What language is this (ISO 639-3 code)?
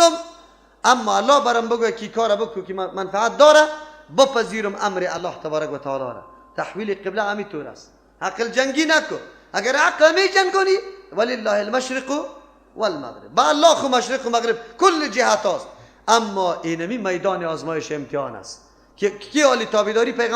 fas